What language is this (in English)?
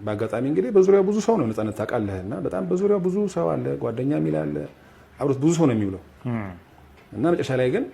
Amharic